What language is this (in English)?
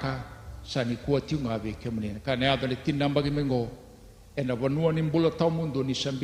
Fijian